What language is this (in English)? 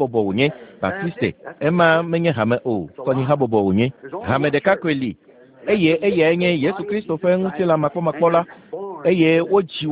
Ewe